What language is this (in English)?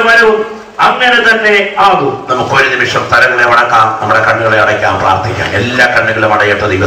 Malayalam